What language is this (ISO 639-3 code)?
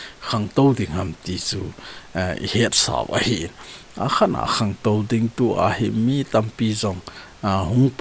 tcz